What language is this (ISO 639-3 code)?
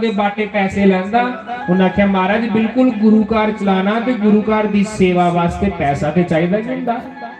doi